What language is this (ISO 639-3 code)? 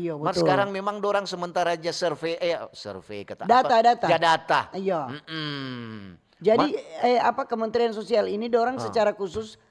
xmm